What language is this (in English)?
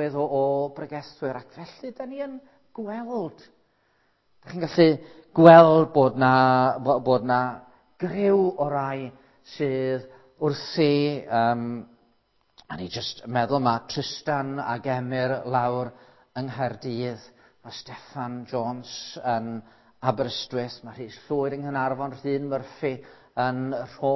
Welsh